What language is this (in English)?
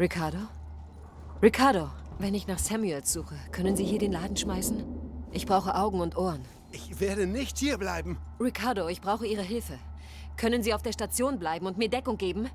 Bavarian